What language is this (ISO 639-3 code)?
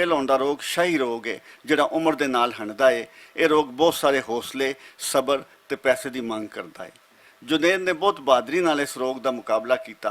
lah